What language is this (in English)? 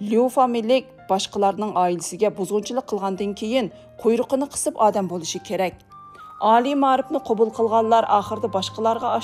Uyghur